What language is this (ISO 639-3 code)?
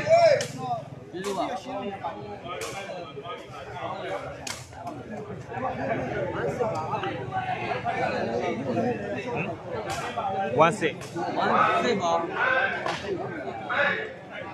mya